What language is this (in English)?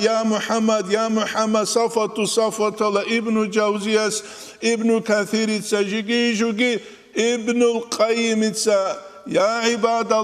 Avaric